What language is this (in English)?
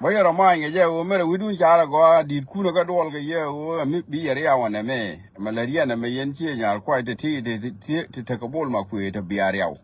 Nuer